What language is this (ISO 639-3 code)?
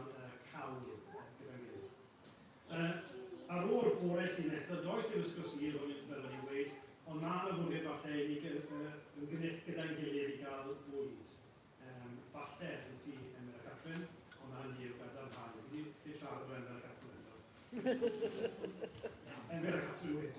cym